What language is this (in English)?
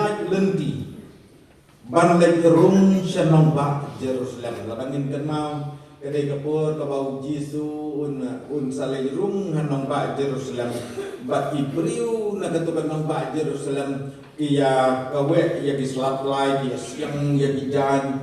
Khasi